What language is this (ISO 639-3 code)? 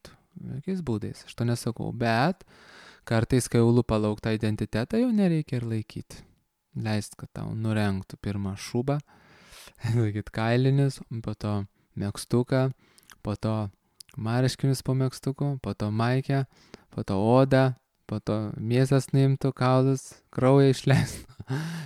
lit